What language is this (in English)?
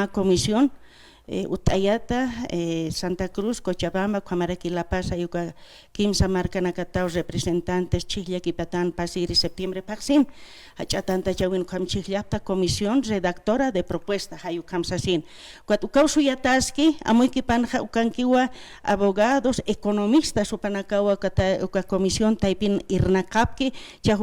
Aymara